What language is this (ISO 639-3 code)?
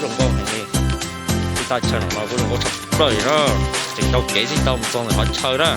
hmn